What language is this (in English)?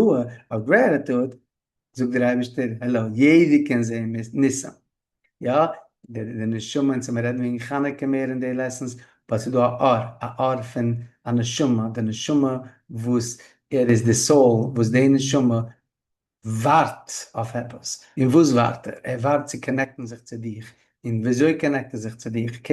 Yiddish